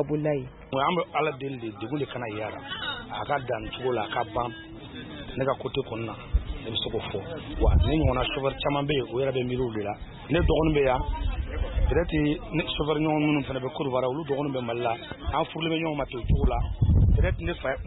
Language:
Bambara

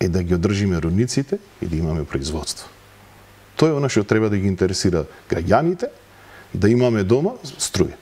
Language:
Macedonian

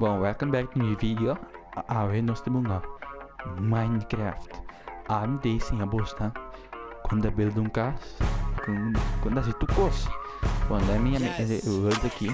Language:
Papiamento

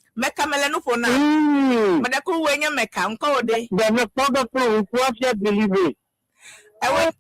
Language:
Ewe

